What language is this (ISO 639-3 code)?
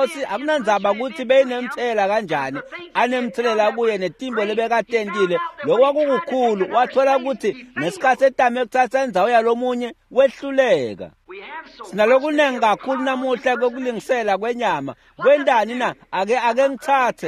ssw